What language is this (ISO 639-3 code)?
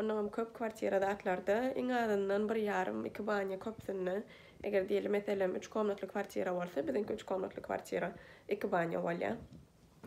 tuk